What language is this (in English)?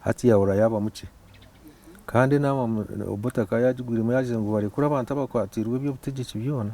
Nyankole